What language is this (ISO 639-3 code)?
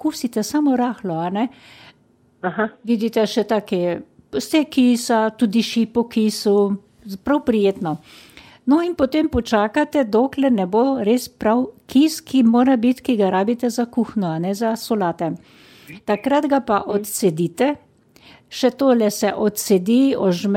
slv